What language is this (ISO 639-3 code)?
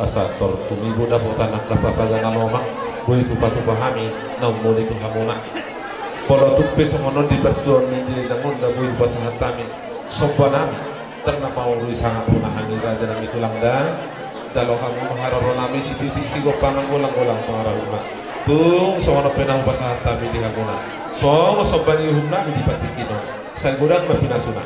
bbc